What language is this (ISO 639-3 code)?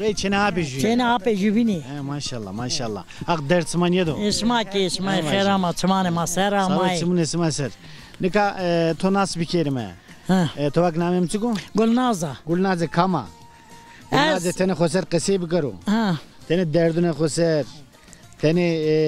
zza